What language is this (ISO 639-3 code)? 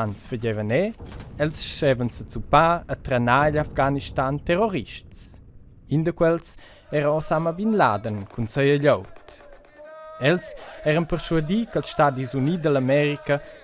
roh